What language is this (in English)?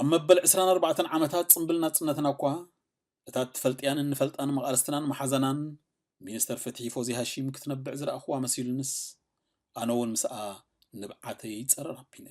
Tigrinya